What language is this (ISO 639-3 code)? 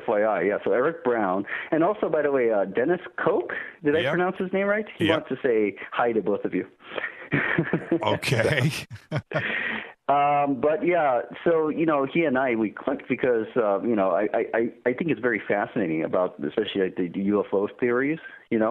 eng